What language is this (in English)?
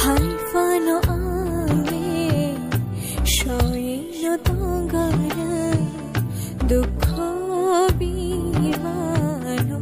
Kok Borok